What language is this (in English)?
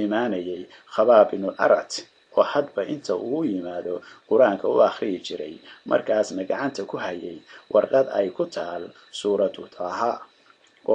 Somali